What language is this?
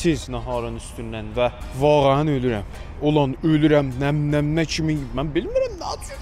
South Azerbaijani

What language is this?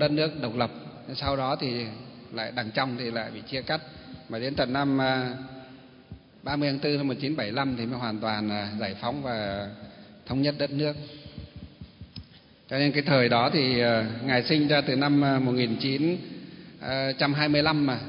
Vietnamese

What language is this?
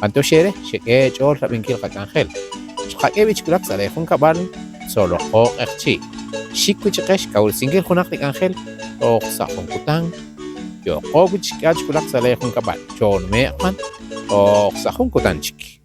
Kekchí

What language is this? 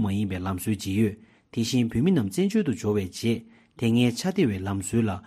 Tibetan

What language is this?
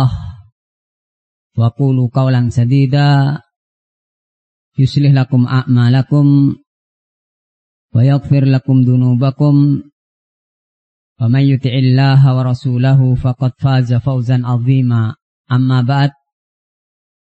Indonesian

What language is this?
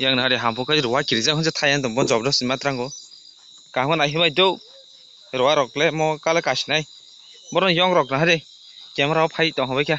Kok Borok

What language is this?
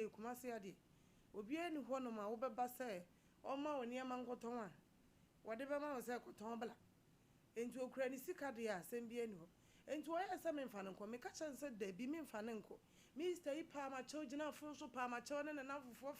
Akan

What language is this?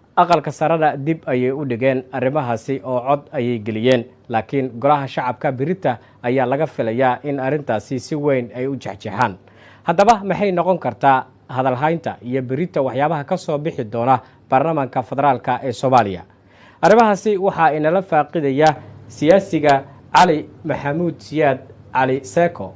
Somali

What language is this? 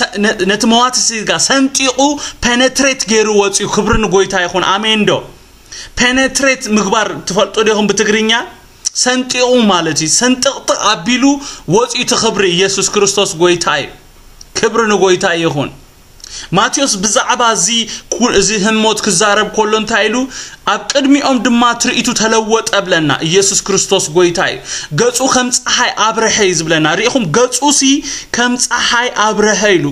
Tigrinya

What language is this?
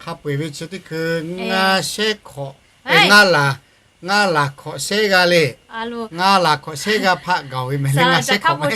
Lahu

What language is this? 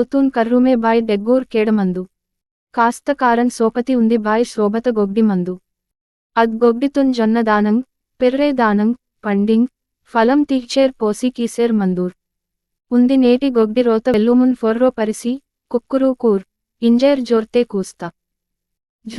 Gondi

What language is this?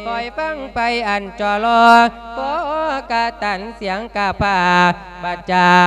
Lao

